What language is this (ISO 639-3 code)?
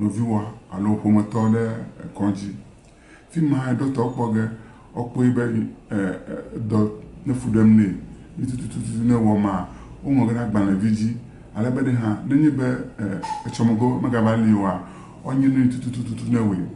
ewe